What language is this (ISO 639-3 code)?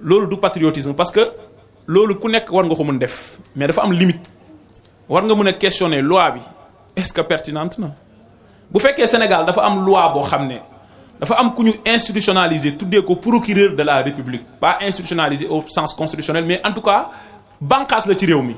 wol